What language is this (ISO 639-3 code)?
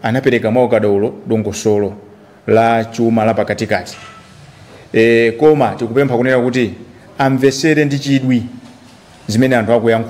nya